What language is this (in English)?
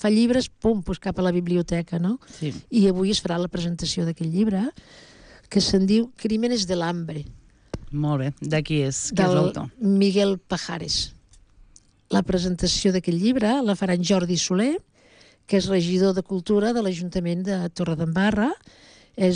Catalan